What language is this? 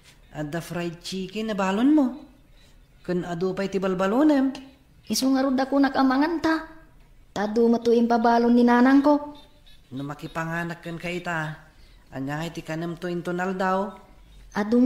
Iloko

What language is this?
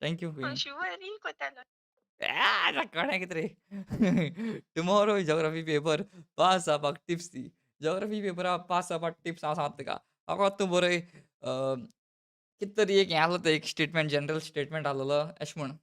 Konkani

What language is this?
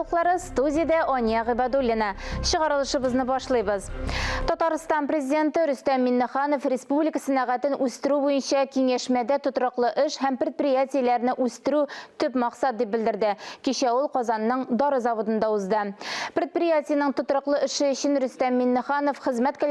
Tatar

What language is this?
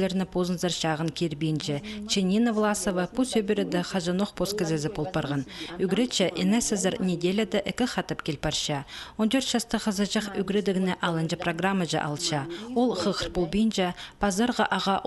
Khakas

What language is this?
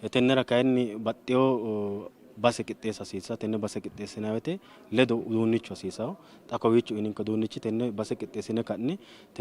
Sidamo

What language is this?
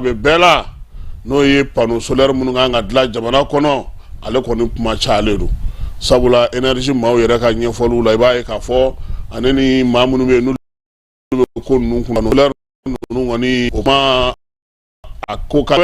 Bambara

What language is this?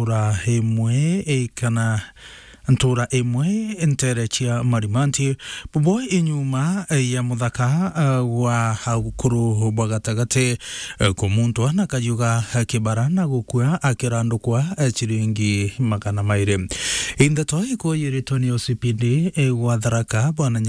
Meru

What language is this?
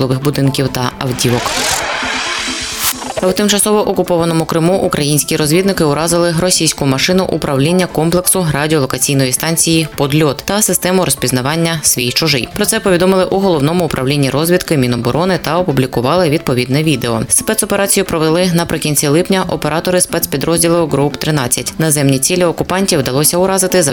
Ukrainian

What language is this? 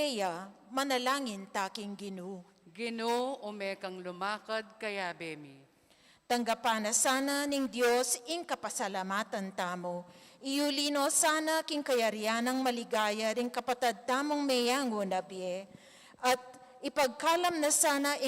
Pampanga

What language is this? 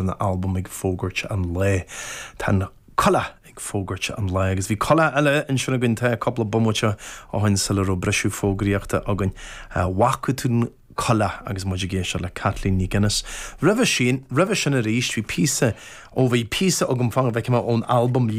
Irish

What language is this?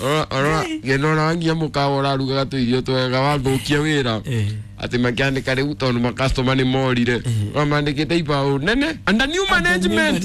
Kikuyu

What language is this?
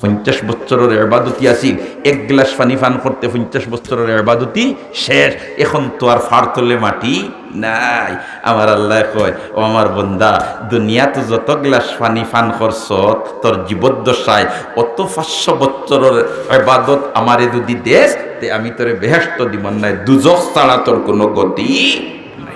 Sylheti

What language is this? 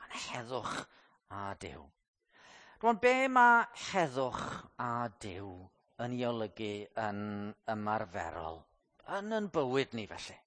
Welsh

